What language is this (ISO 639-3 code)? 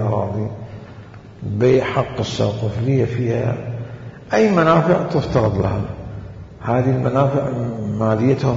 acm